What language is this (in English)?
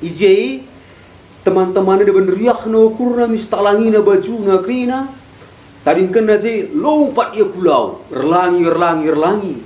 Batak Karo